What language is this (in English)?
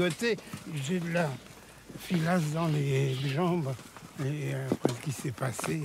French